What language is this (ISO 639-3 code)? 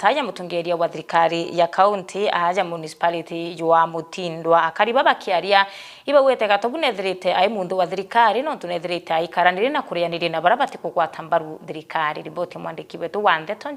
mer